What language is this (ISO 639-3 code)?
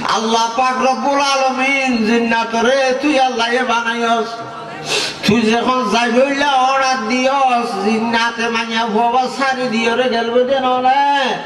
rhg